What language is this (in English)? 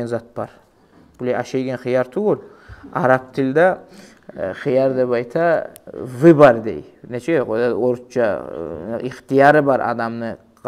Kumyk